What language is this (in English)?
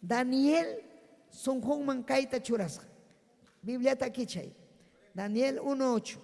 Ayacucho Quechua